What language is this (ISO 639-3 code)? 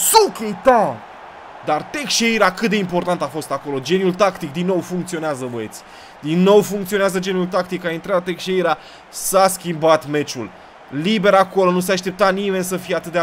ron